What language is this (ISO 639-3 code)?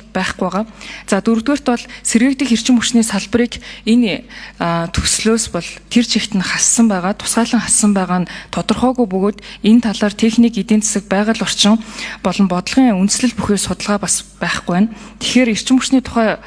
mon